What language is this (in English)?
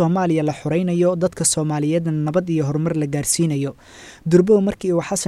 Somali